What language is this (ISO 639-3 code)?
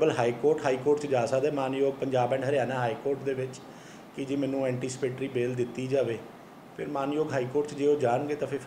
pan